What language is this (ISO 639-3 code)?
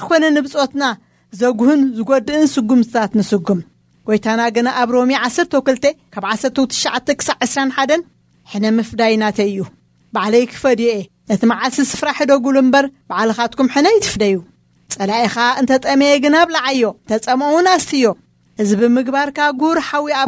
tir